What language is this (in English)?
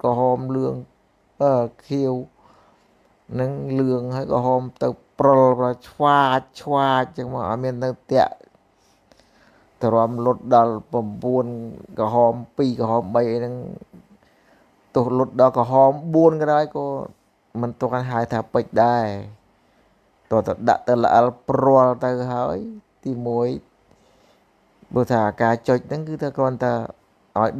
Khmer